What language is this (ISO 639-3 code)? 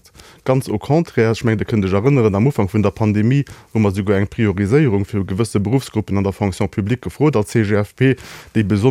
ltz